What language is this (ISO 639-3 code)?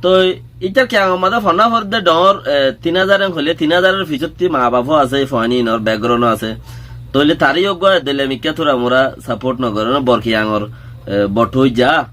rhg